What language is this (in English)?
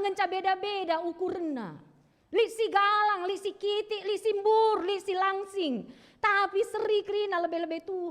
Batak Karo